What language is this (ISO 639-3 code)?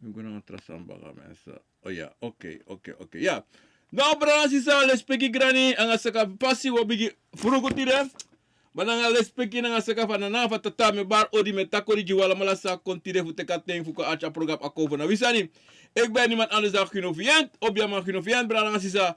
srn